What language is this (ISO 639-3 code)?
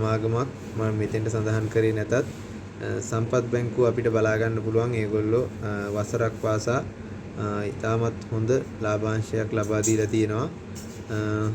sin